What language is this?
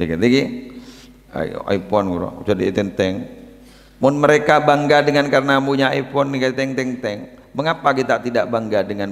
Madurese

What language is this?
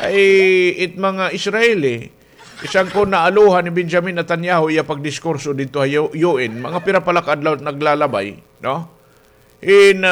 Waray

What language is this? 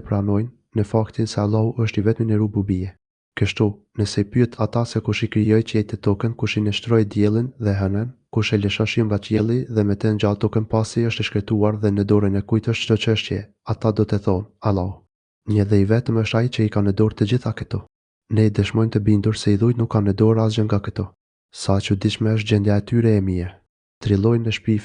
Albanian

